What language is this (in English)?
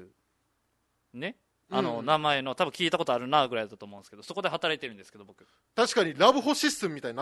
Japanese